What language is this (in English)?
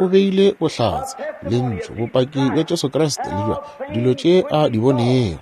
Northern Sotho